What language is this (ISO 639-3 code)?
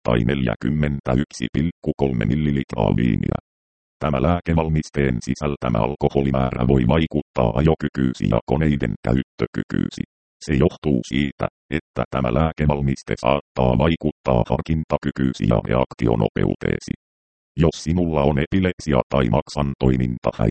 fin